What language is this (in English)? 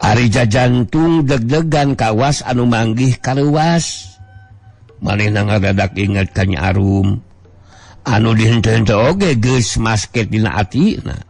Sundanese